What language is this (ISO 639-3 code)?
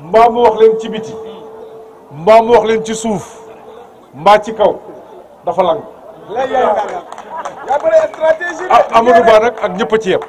wol